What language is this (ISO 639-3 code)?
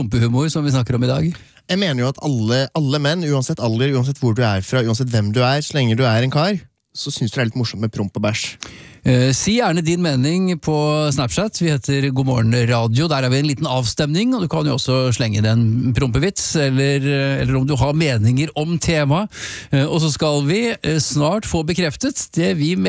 nor